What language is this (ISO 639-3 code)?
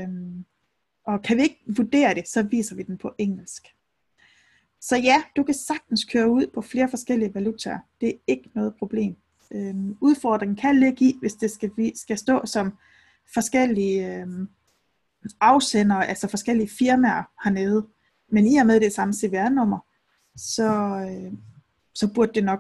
dan